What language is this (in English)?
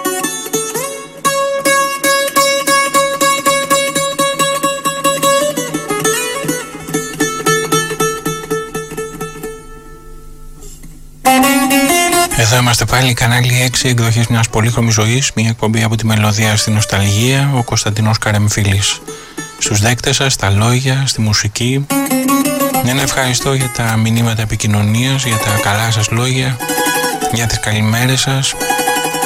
Greek